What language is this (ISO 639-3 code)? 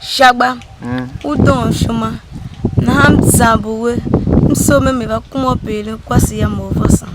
tiv